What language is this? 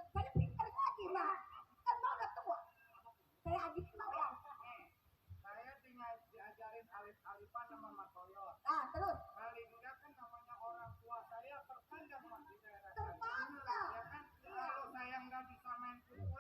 Betawi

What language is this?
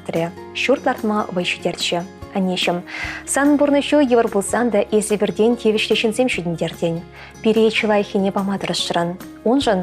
Chuvash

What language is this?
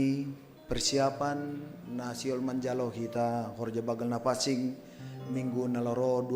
Batak Simalungun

